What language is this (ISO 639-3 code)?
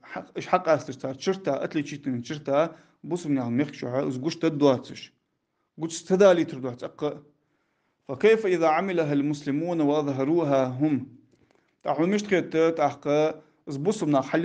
inh